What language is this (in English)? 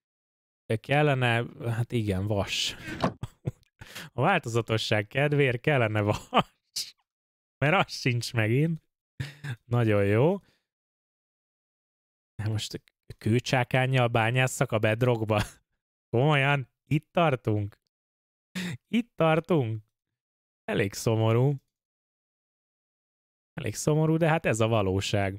Hungarian